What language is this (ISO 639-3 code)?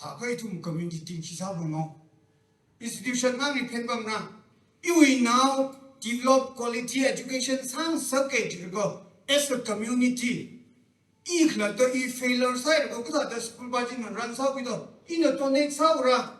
nmf